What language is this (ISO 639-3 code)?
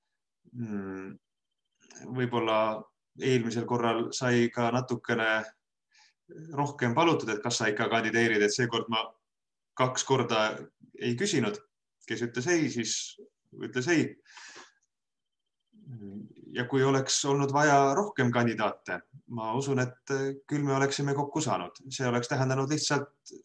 est